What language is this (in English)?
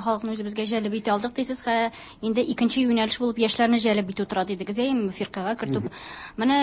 Tatar